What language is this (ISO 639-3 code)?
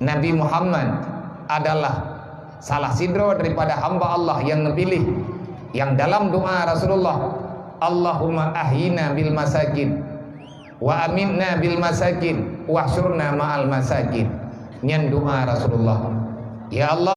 ace